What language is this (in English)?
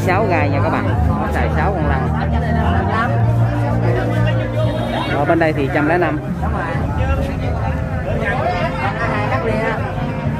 Vietnamese